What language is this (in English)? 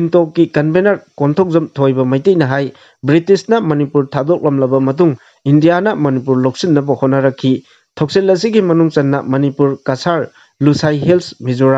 Manipuri